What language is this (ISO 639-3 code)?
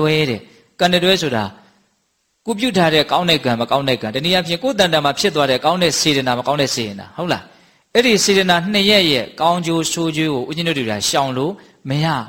mya